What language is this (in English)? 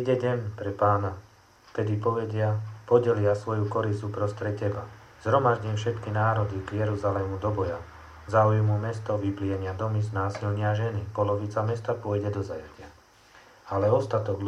Slovak